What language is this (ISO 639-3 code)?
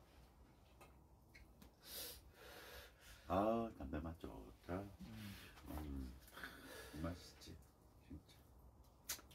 kor